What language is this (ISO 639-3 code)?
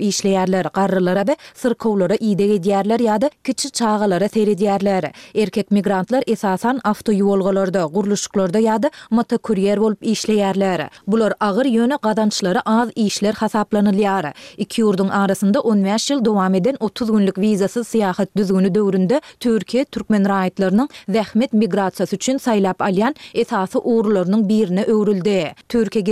tuk